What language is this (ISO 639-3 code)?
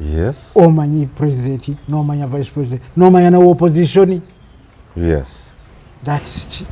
lug